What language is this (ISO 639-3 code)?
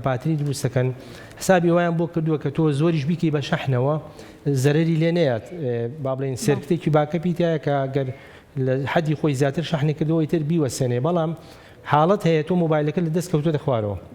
ckb